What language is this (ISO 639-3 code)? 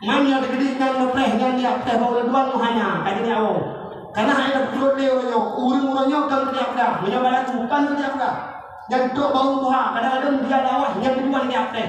ace